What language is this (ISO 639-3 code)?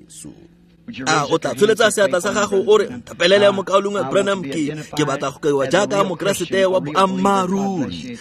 tsn